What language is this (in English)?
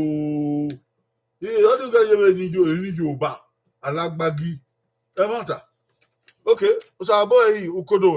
Bini